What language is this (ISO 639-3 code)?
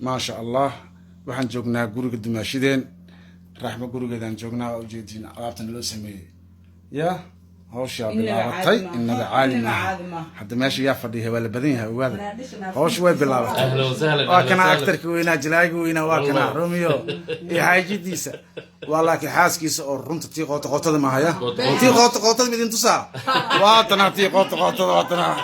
som